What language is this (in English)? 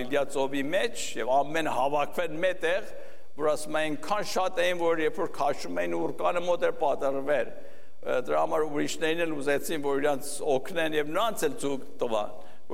Armenian